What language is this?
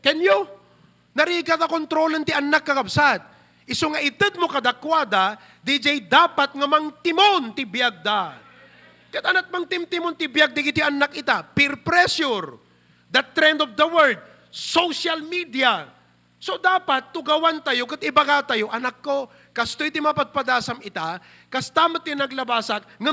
Iloko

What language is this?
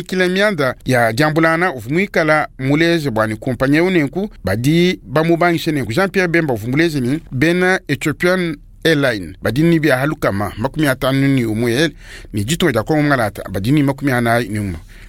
Luba-Lulua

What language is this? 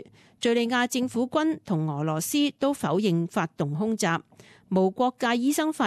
Cantonese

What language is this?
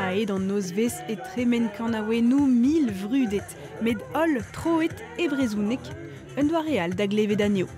Breton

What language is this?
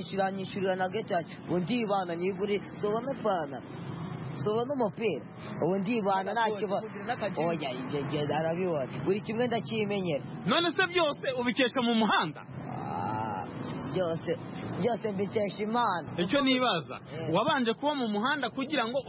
Kinyarwanda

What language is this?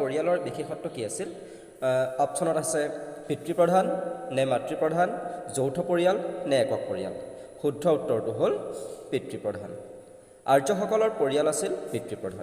Assamese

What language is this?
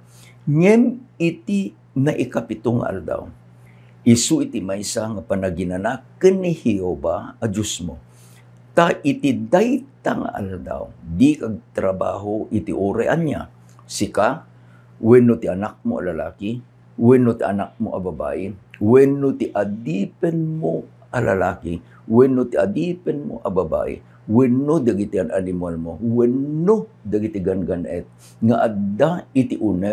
Iloko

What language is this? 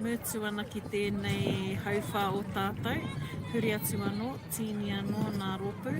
Māori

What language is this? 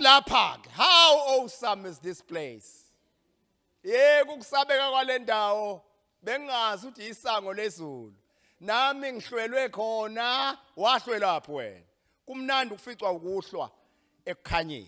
Zulu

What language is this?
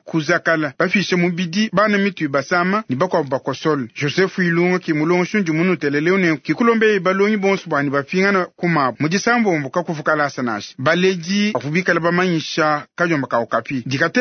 Luba-Lulua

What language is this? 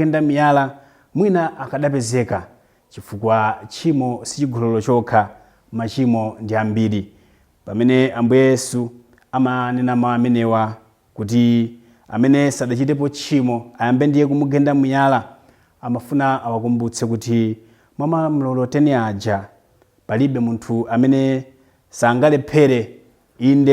Nyanja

